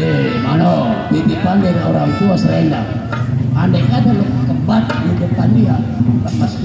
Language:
Betawi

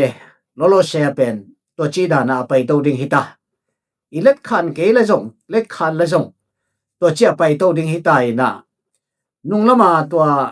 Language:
Tedim Chin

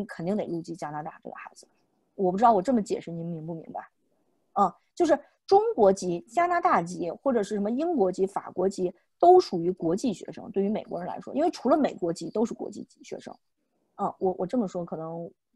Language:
Chinese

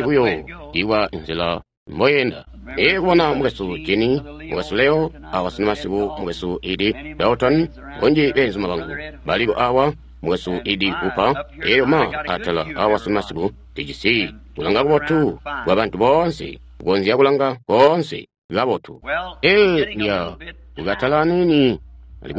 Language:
Tonga (Zambia)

